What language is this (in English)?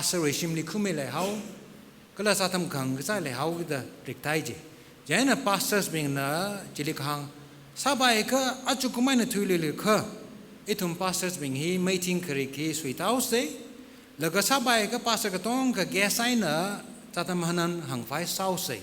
Tangkhul Naga (India)